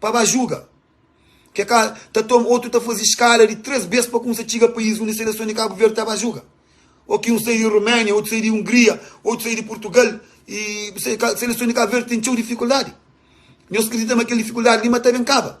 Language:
Kabuverdianu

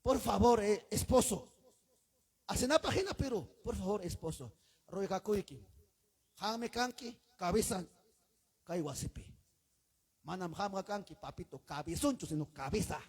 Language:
Ayacucho Quechua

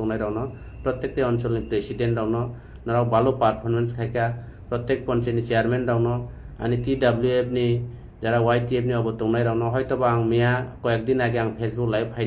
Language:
Kok Borok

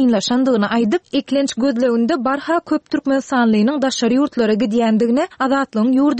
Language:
Turkmen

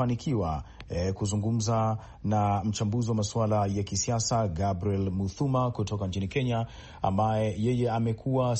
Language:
Swahili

